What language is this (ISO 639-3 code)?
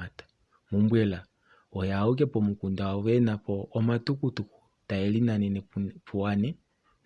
kua